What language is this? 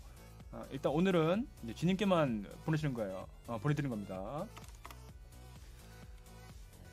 Korean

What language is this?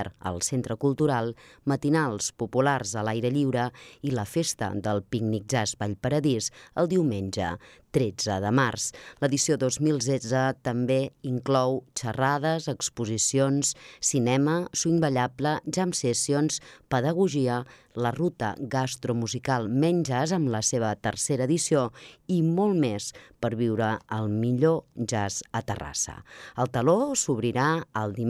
Catalan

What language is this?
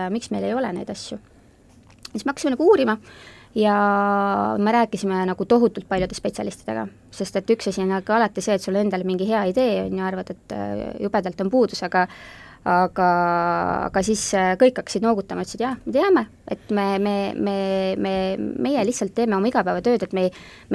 Estonian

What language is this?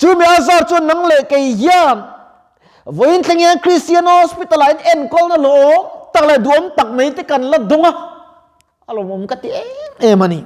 Mizo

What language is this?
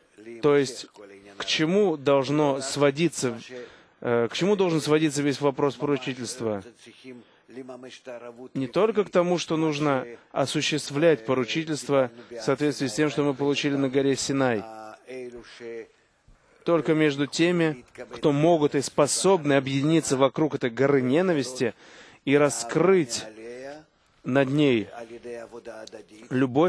Russian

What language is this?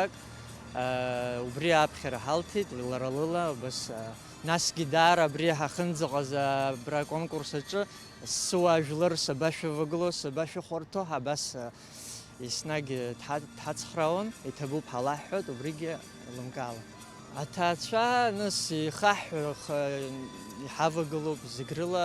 Abkhazian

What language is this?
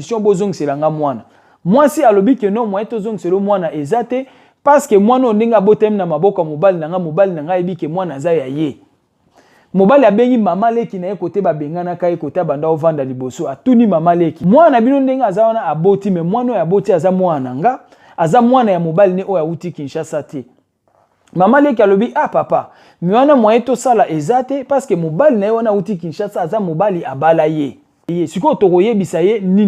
Lingala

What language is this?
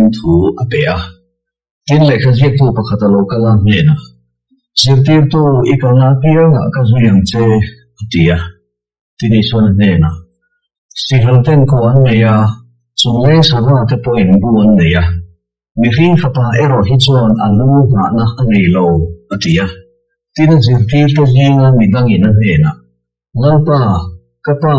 Mizo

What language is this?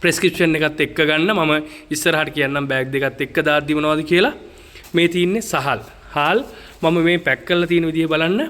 Sinhala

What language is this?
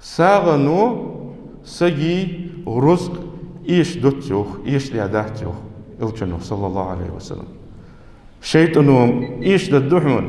Ingush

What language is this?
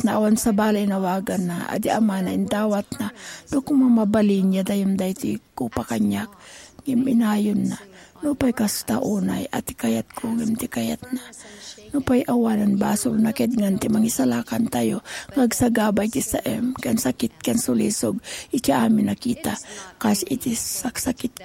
Iloko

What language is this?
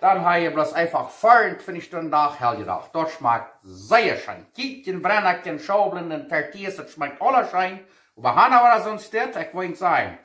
Plautdietsch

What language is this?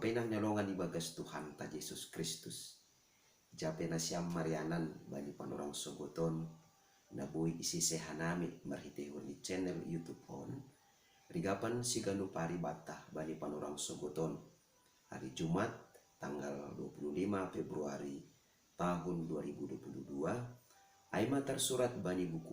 Batak Simalungun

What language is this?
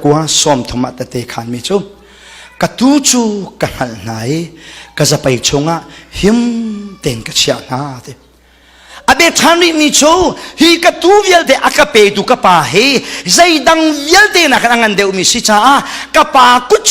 Hakha Chin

